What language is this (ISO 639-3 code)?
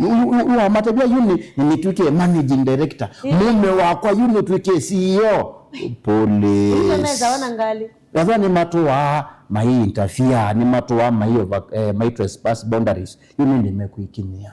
kam